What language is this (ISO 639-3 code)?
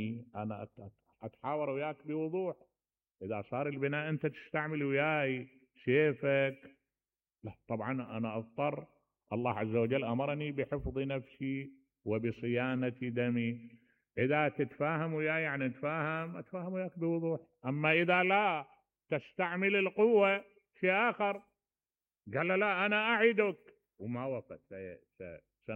acm